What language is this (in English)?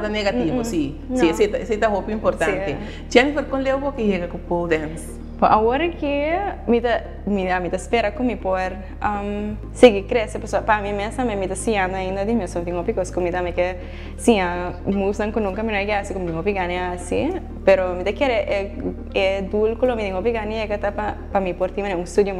Papiamento